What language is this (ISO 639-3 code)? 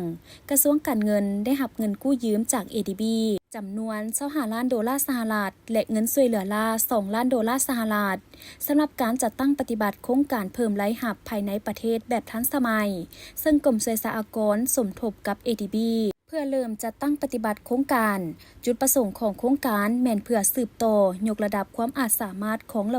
lao